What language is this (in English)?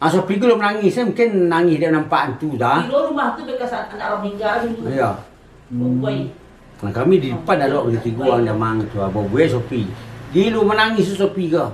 Minangkabau